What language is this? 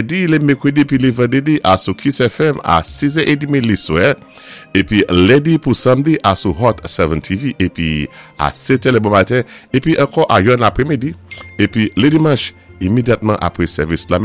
Saint Lucian Creole French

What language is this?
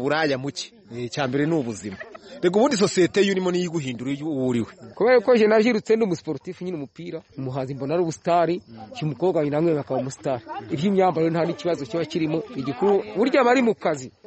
Kinyarwanda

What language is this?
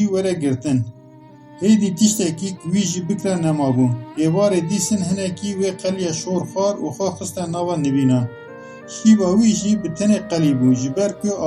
Kurdish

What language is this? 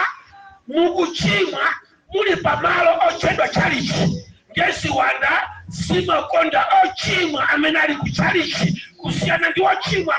Nyanja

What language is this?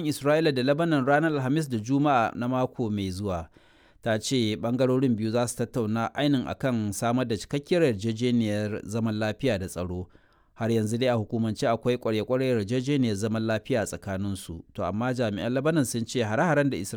Hausa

